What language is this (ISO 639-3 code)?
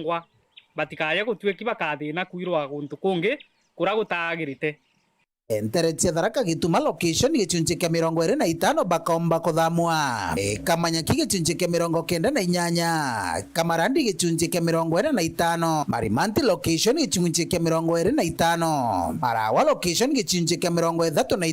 mer